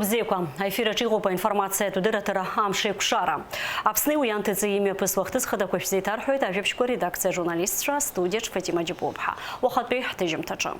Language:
Abkhazian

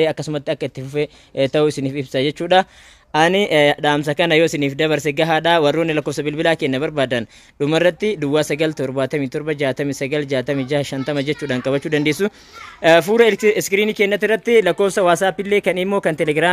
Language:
Oromo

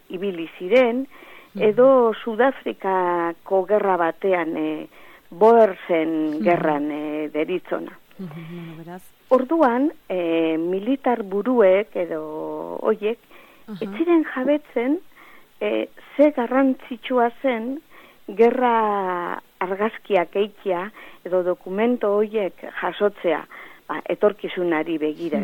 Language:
Basque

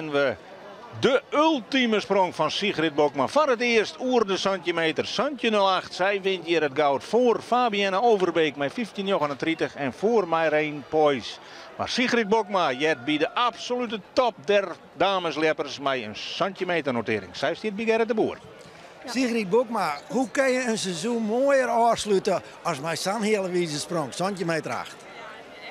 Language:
Western Frisian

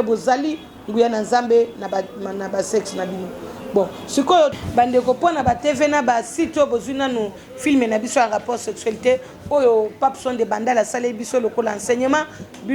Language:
Lingala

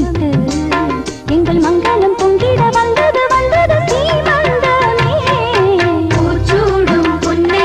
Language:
Tamil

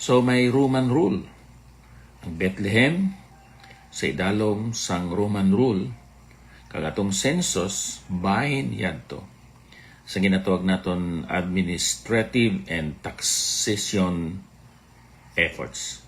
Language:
Hiligaynon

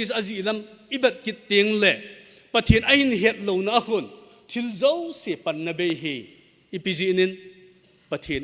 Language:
Thado Chin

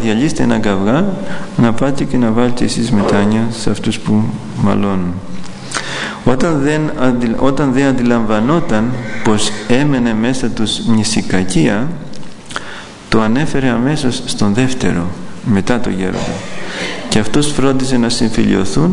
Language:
Greek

